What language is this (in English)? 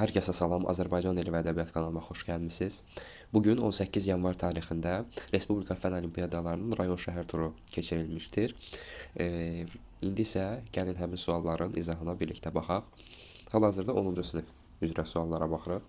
Azerbaijani